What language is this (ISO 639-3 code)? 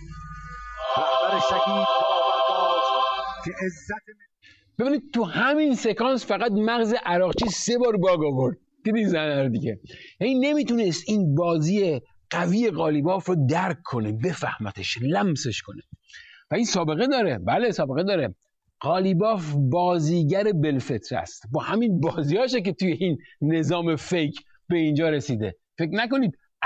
fas